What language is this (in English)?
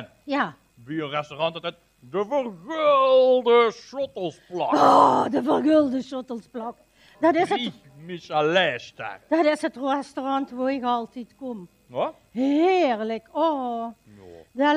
Limburgish